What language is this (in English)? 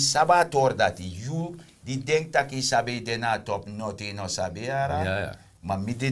Sranan Tongo